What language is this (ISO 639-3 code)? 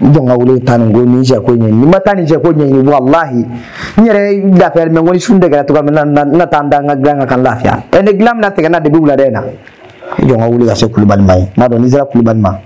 bam